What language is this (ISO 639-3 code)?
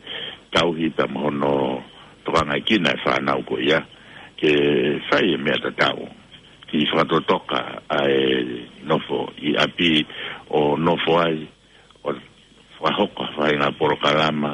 ton